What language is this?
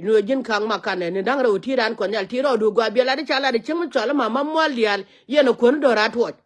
Nuer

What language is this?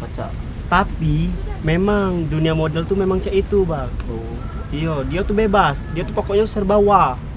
Musi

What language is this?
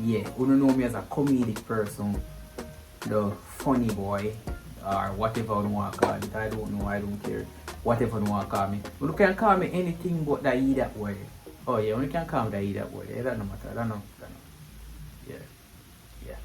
Jamaican Creole English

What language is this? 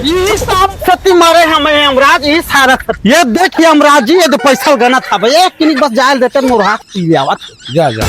Chhattisgarhi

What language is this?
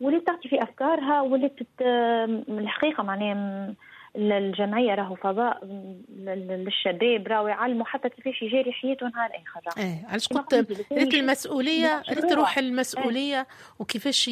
Tunisian Arabic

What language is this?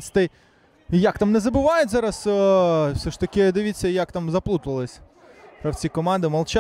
Ukrainian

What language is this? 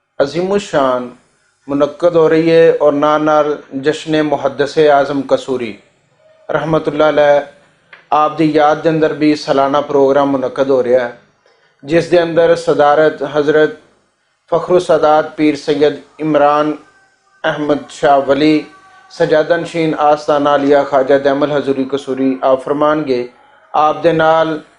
Western Panjabi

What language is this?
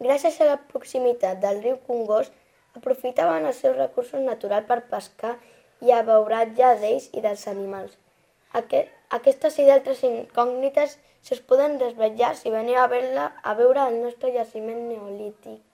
Catalan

